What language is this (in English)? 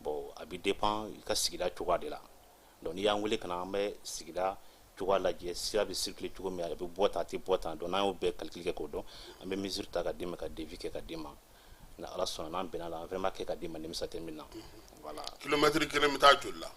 Bambara